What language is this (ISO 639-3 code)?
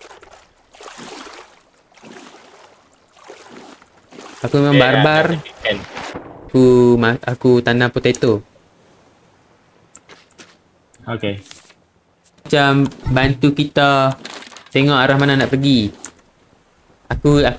msa